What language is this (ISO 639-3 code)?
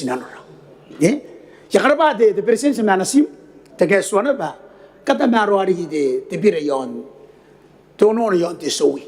gil